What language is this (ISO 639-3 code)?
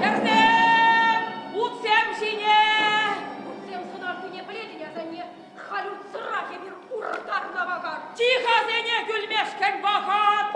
chv